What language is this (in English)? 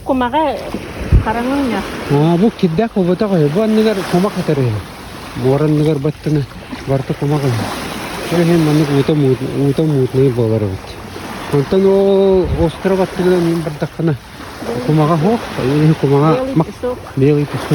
Yakut